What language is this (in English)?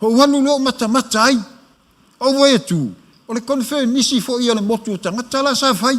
Samoan